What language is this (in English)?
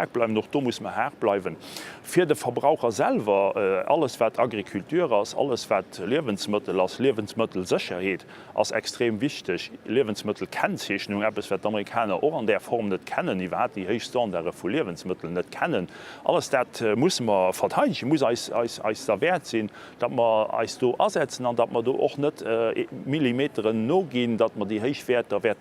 Luxembourgish